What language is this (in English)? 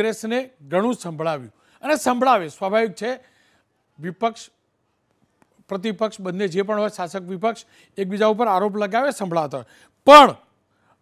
Gujarati